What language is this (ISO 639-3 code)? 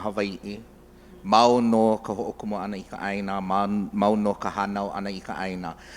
haw